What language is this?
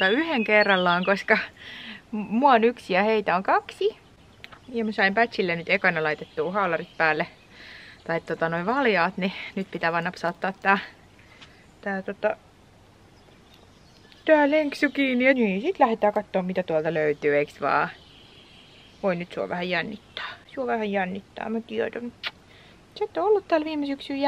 Finnish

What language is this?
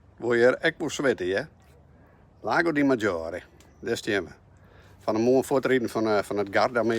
Western Frisian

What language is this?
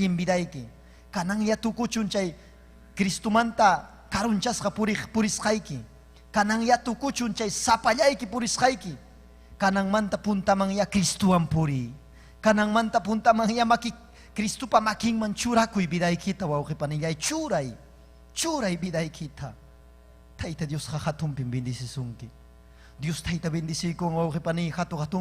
Ayacucho Quechua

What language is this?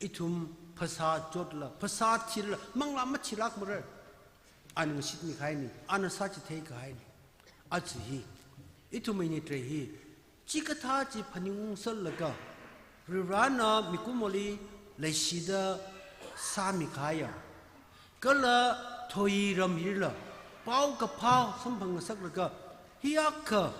Tangkhul Naga (India)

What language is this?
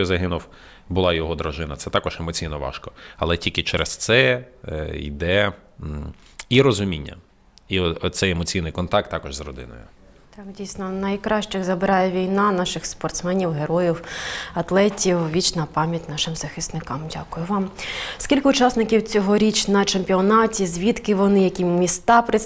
Ukrainian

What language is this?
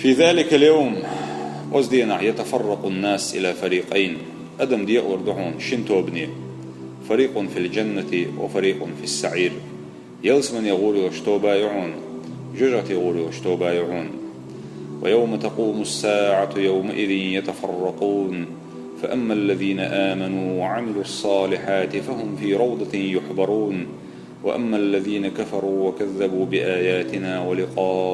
Chechen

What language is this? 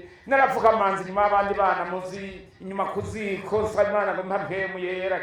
Rundi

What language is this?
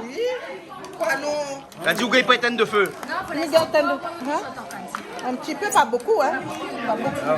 Réunion Creole French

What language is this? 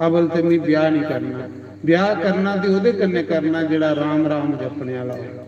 Dogri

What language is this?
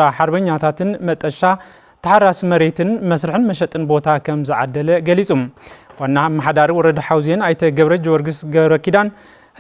Tigrinya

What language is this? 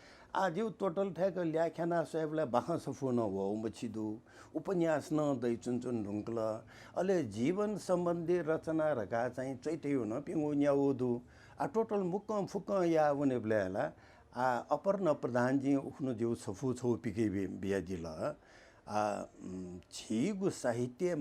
Newari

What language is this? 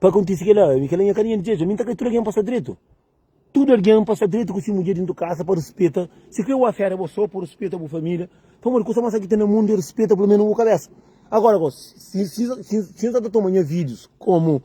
Kabuverdianu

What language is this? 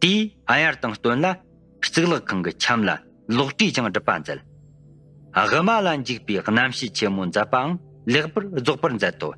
Tibetan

